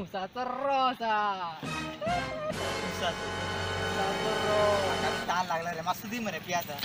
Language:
Konkani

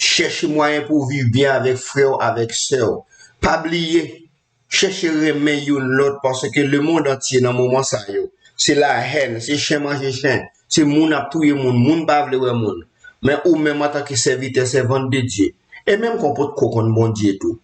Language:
Haitian Creole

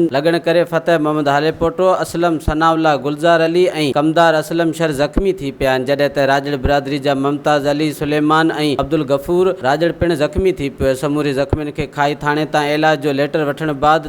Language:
Sindhi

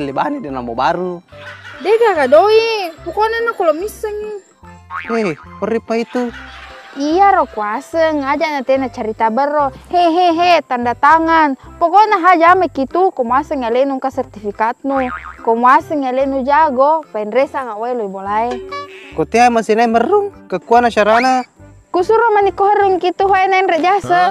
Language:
Buginese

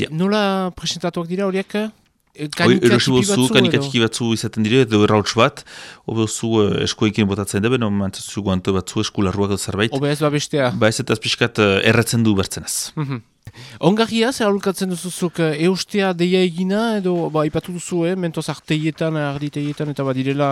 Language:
Basque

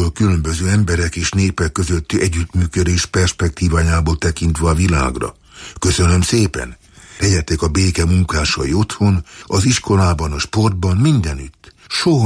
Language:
Hungarian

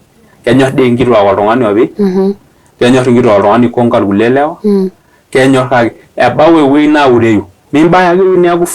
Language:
Masai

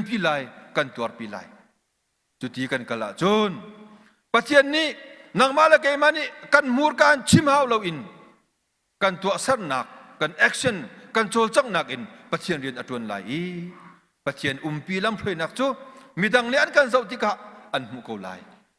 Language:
Hakha Chin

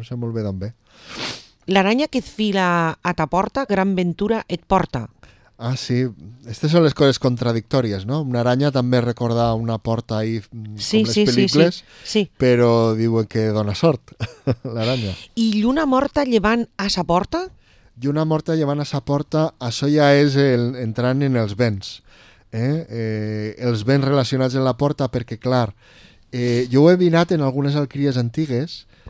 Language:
Catalan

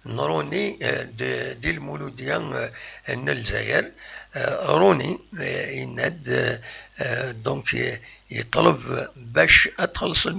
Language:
Kabyle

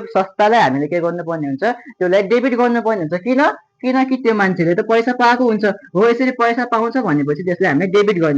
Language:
Nepali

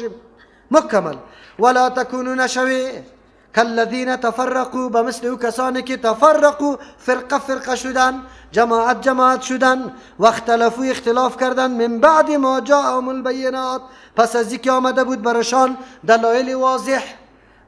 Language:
Persian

